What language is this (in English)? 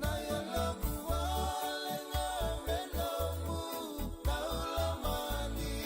Fijian